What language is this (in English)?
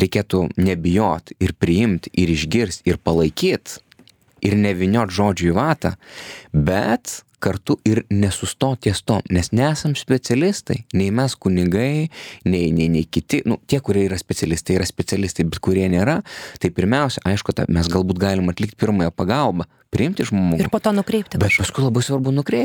Lithuanian